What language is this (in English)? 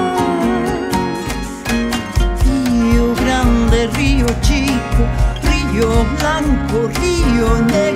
Spanish